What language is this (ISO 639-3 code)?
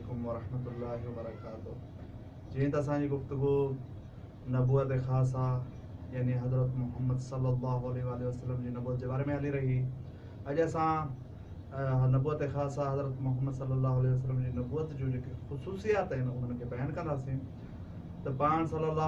snd